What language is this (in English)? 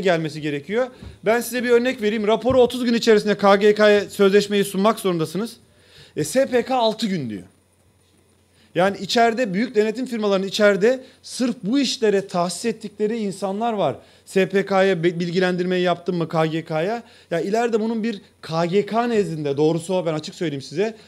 Turkish